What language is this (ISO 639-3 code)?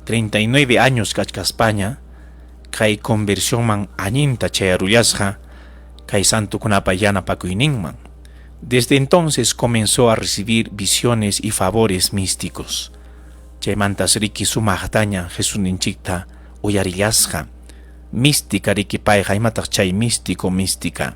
quy